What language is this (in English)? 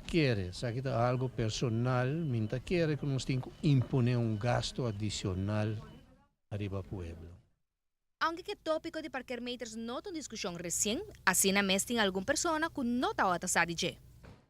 Papiamento